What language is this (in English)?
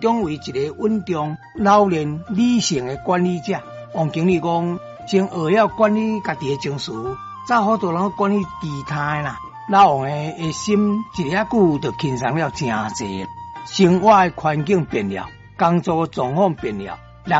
Min Nan Chinese